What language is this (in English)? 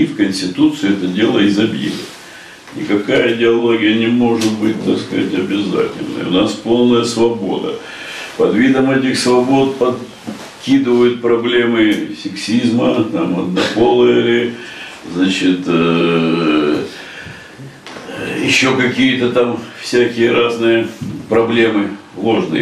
Russian